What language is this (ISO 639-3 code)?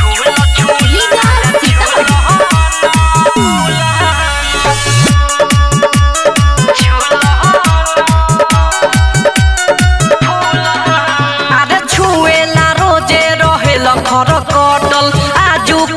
bho